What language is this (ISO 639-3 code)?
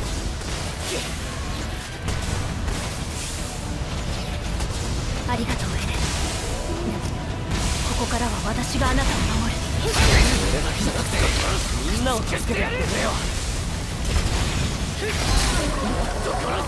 jpn